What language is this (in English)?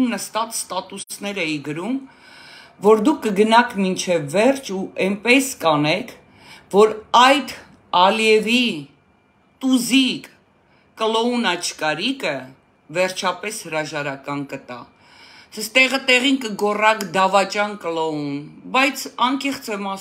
Armenian